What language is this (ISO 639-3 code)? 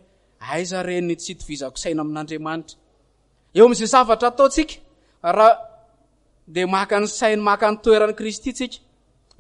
mlg